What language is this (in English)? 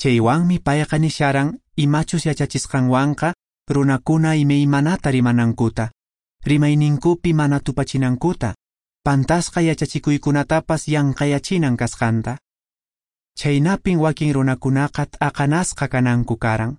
Quechua